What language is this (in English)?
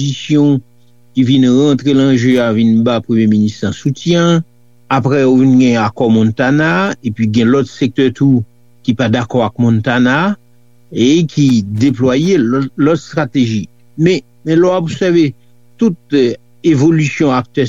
Haitian Creole